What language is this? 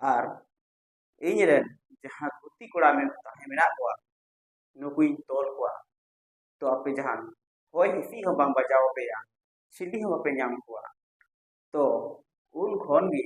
Santali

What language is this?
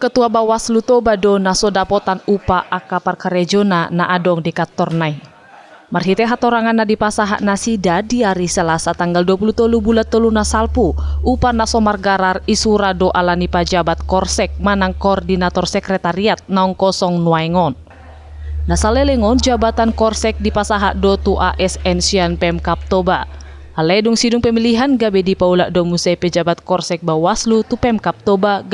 Batak Toba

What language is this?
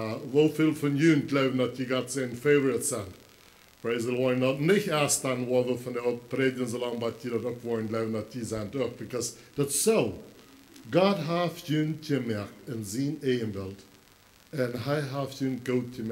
Plautdietsch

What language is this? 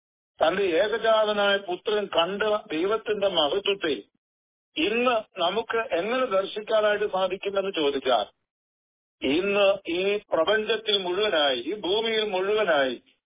Malayalam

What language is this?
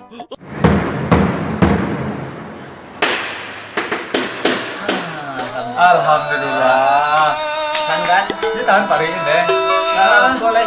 Minangkabau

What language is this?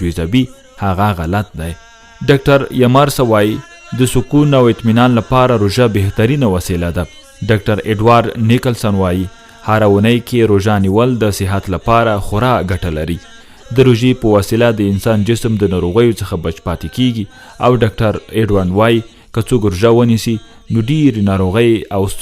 Pashto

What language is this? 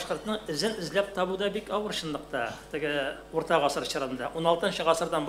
Tatar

